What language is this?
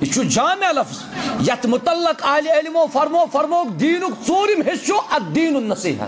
Kashmiri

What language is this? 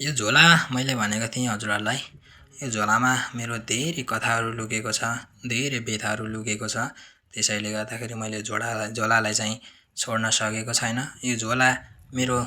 Nepali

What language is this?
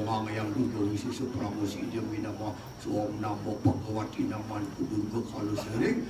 Balinese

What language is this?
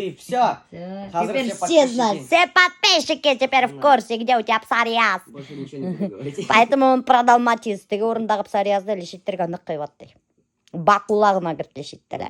Bashkir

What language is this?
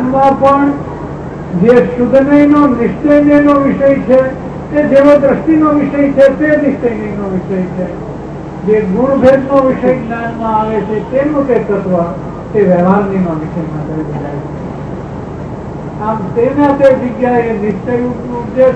Gujarati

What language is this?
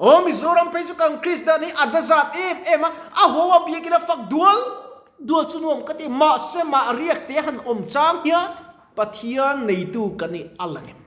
Mizo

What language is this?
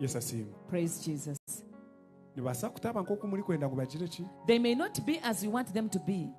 Nyankole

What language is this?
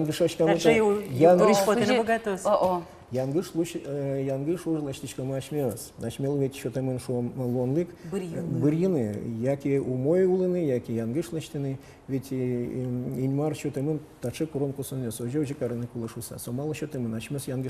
Udmurt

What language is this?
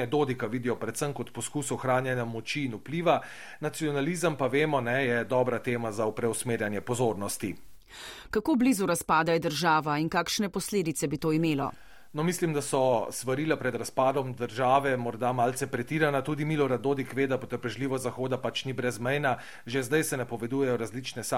Slovenian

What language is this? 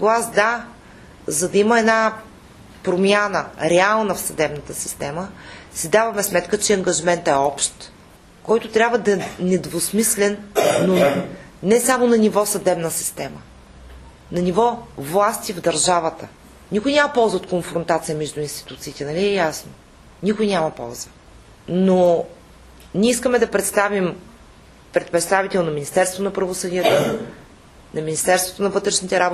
Bulgarian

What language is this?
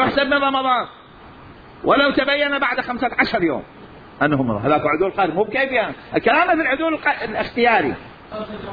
Mesopotamian Arabic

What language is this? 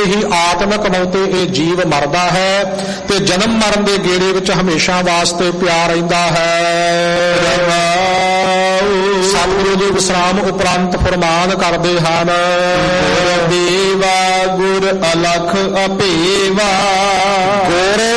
Punjabi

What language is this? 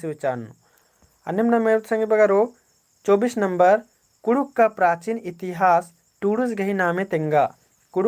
Kurukh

